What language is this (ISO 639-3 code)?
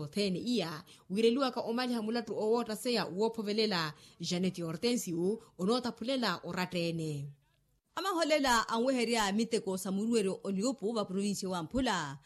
vmw